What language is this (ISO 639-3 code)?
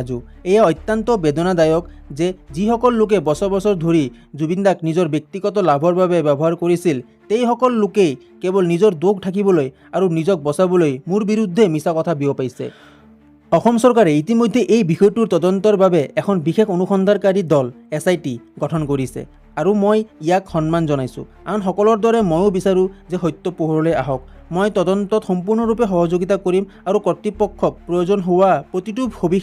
asm